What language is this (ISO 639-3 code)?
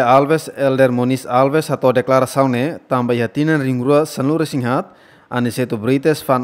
tet